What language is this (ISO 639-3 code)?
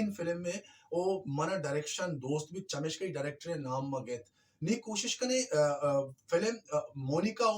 bal